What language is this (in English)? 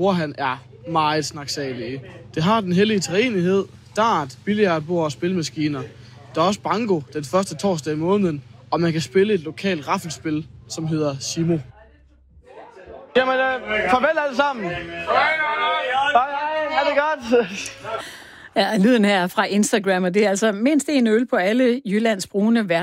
Danish